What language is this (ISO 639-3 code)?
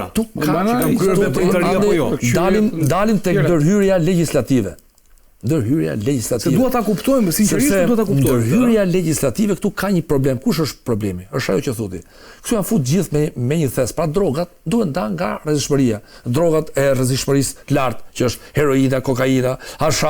sqi